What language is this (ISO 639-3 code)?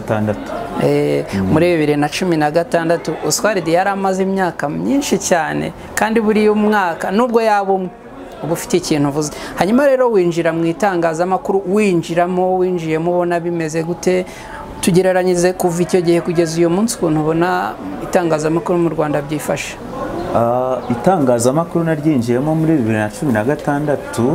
kin